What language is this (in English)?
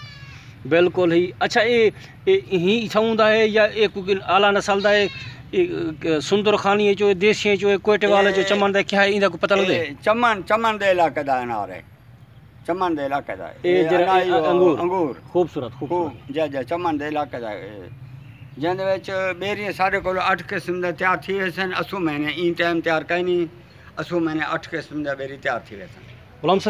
Saraiki